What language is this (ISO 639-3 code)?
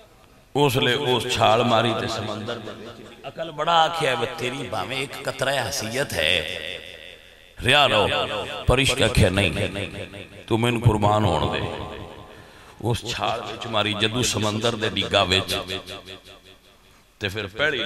lah